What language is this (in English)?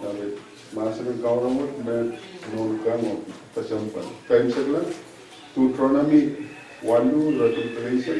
Pohnpeian